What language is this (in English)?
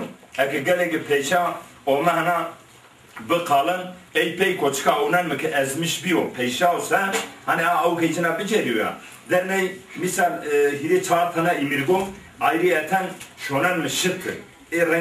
Zaza